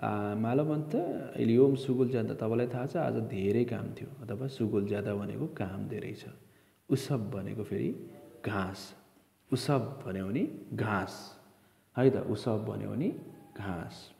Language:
Nepali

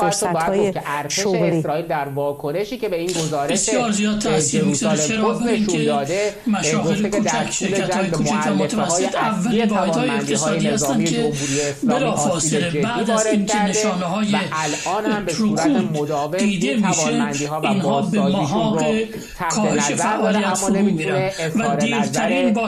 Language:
Persian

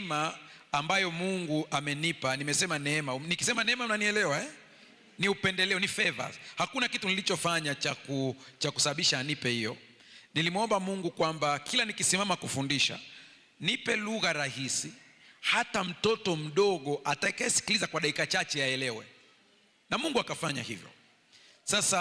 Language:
Swahili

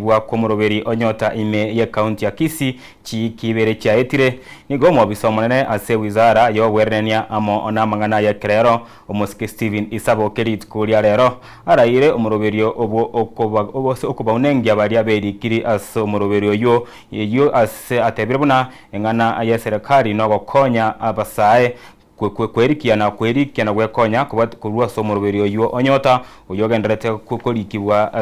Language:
Gusii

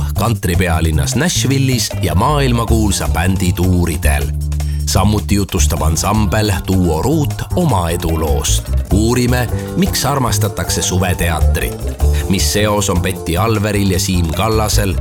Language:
Estonian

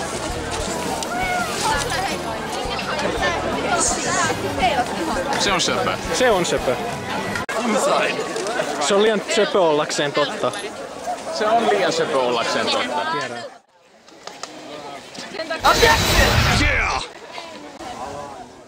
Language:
Finnish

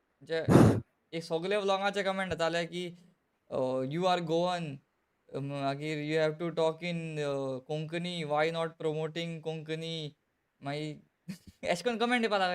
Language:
Konkani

